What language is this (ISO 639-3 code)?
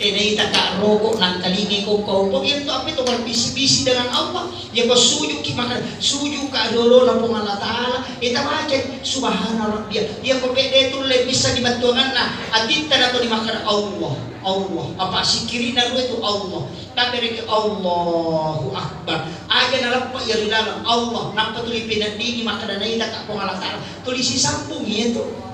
bug